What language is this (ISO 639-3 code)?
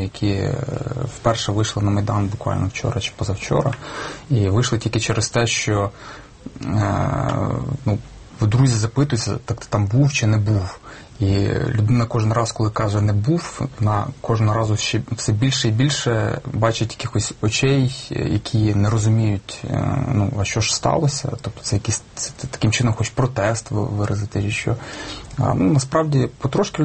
ukr